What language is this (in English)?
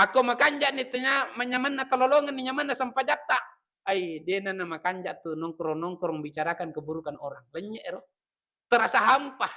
Buginese